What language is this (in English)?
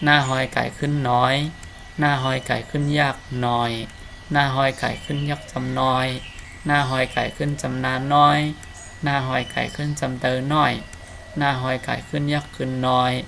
Shan